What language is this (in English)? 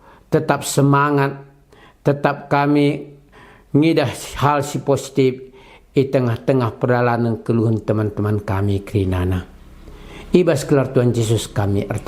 Batak Karo